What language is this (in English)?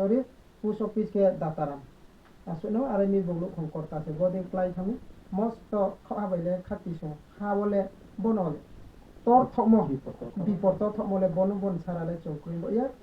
Riang (India)